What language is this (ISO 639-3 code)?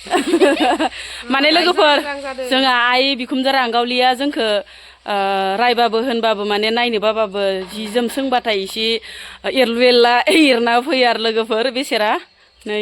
brx